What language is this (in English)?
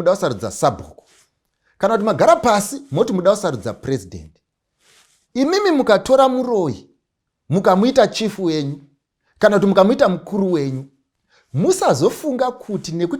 Shona